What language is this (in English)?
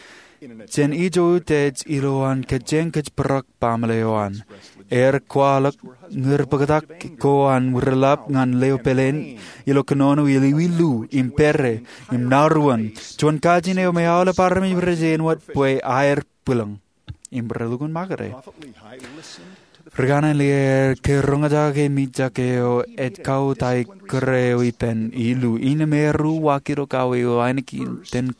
Marshallese